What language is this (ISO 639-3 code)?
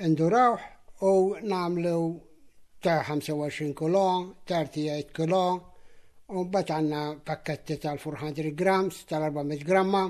mlt